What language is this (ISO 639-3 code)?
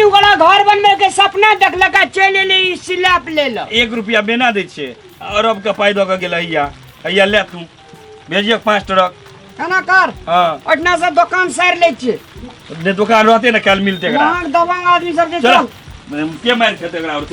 mai